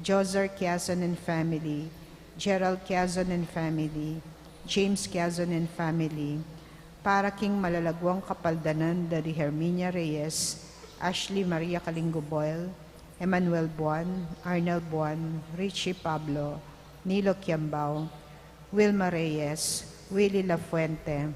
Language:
Pampanga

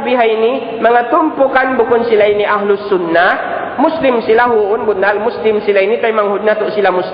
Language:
Tausug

